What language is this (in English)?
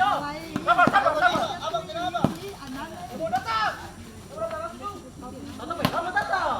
Ambonese Malay